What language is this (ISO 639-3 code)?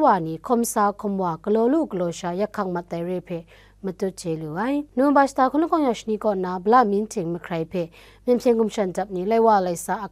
kac